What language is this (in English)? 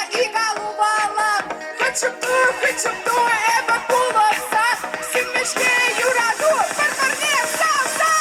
Chuvash